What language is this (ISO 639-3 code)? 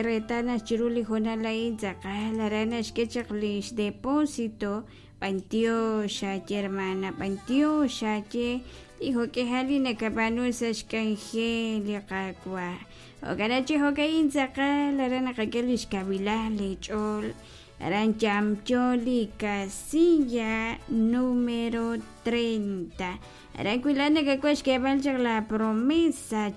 kek